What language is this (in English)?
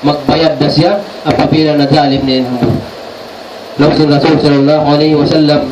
Tausug